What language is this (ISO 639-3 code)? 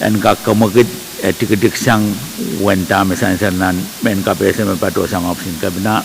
pon